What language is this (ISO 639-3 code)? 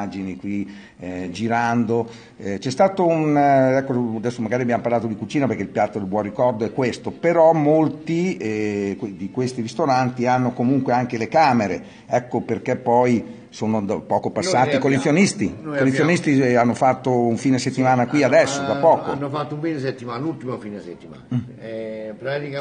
ita